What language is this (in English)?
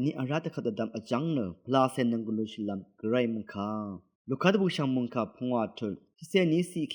Rawang